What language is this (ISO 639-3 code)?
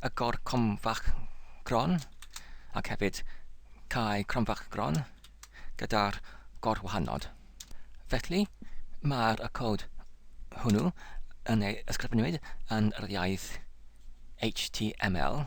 cym